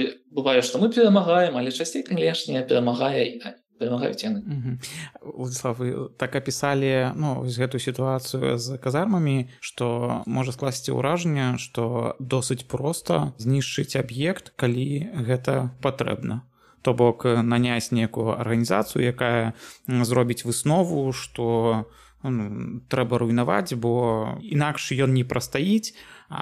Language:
Belarusian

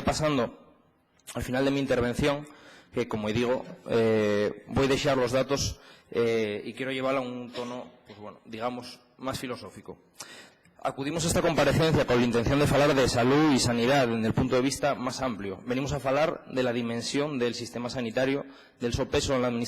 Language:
Asturian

